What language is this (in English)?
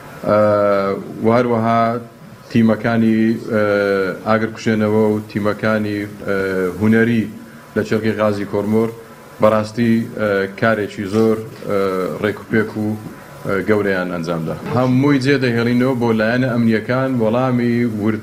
Central Kurdish